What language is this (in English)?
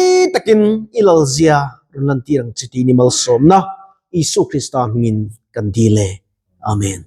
Mizo